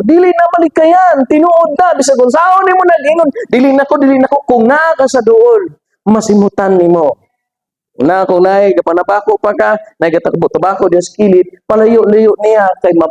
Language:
Cebuano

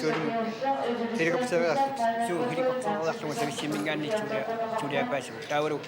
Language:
Kalaallisut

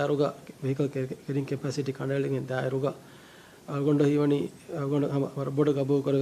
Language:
Divehi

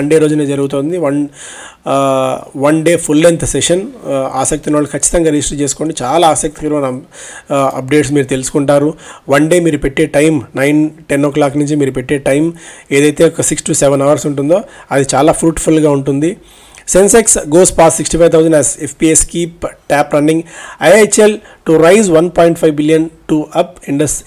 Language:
Telugu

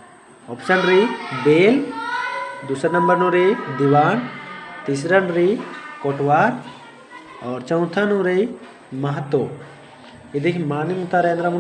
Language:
Kurukh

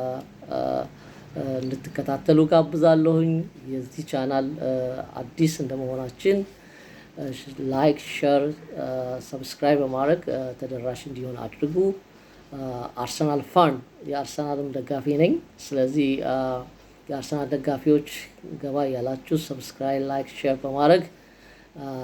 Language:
Amharic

